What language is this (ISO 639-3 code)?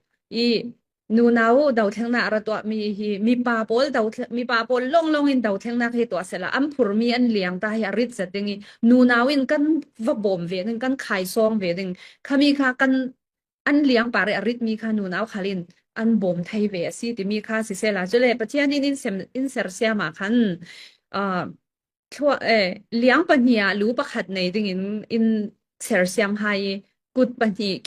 cnh